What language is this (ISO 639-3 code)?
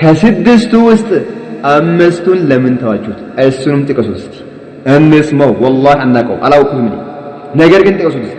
amh